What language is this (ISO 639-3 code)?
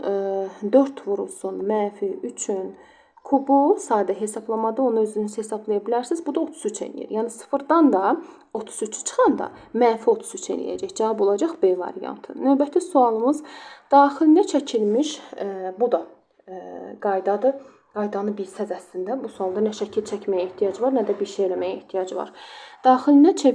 aze